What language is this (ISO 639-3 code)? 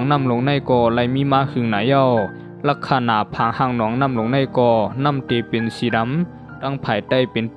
shn